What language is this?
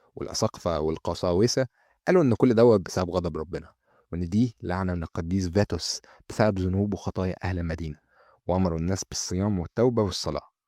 Egyptian Arabic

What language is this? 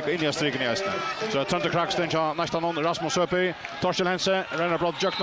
Faroese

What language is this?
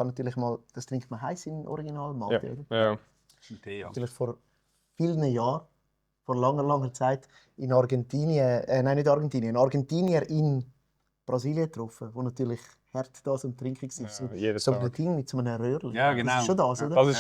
Swiss German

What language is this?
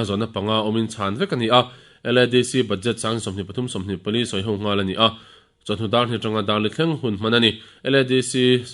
Mizo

